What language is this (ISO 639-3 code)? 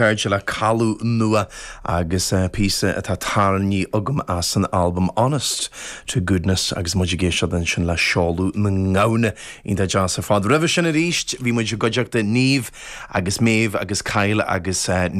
gle